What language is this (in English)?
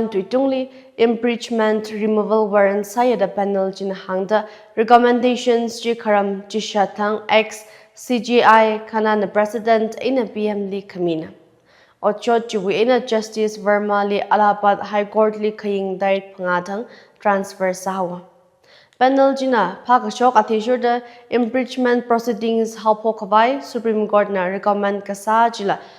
Tangkhul Naga (India)